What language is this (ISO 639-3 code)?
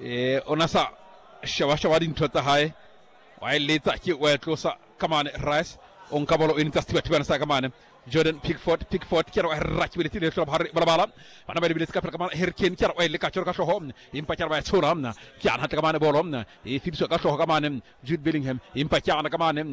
sot